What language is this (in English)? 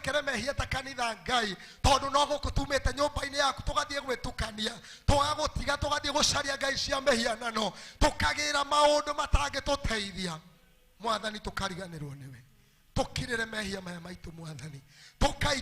Kikuyu